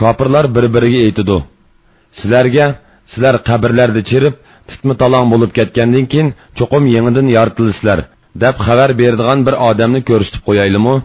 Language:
Uyghur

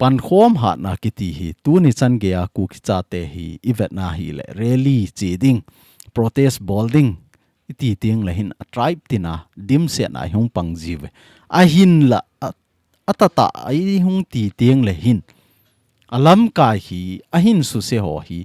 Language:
Thado Chin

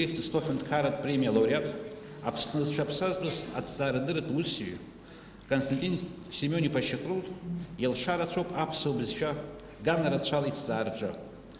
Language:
Abkhazian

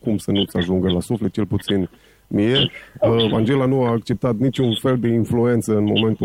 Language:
Romanian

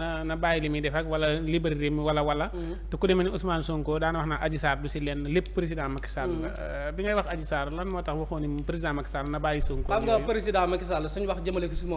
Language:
Wolof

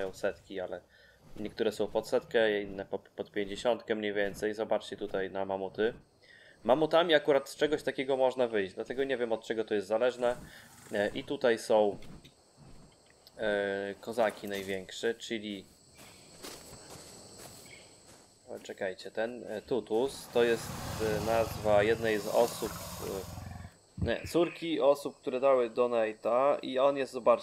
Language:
Polish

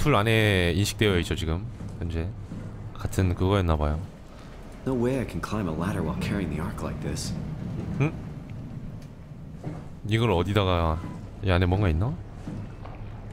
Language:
Korean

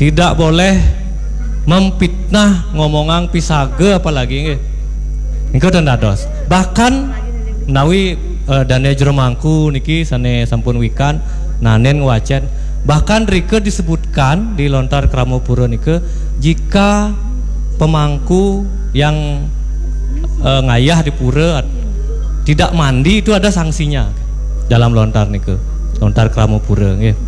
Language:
Balinese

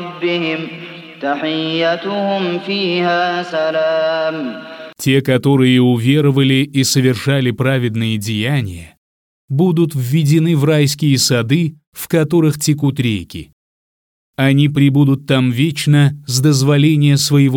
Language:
Russian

